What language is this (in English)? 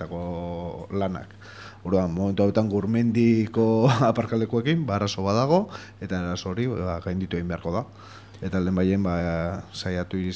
Basque